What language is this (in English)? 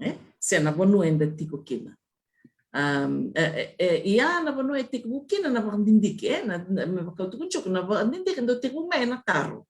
Fijian